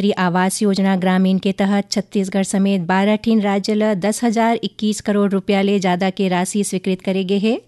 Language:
Chhattisgarhi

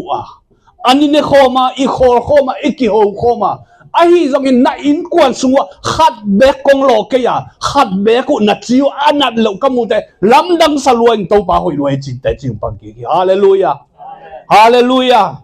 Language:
Tedim Chin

